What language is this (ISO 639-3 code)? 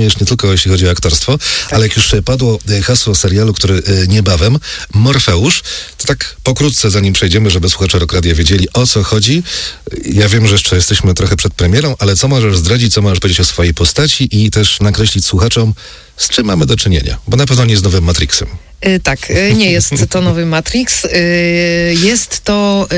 pol